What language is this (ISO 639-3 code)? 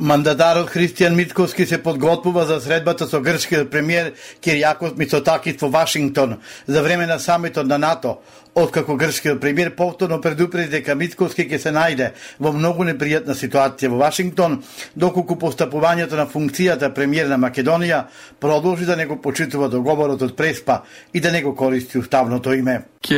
mkd